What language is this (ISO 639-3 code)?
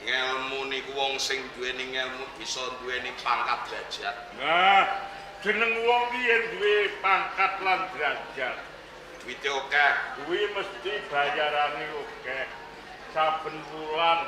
jav